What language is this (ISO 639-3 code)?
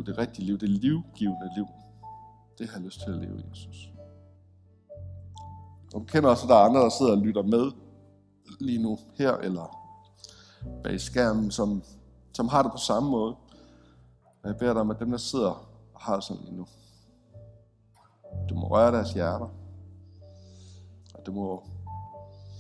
dan